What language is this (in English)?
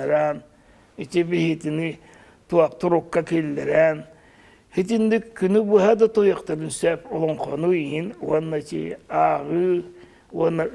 Yakut